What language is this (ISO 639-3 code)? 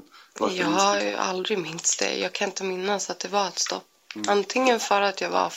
swe